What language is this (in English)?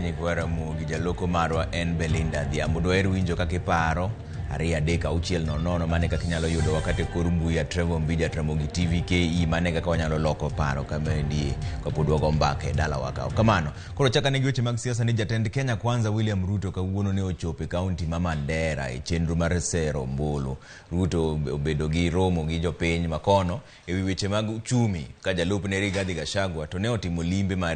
Luo (Kenya and Tanzania)